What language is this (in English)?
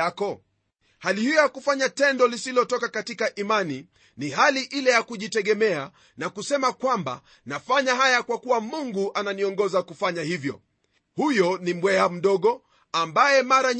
Swahili